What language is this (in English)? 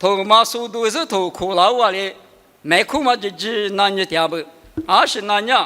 Lisu